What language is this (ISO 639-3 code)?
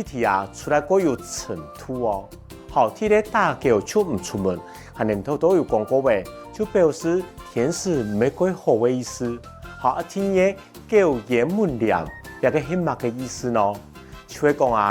hak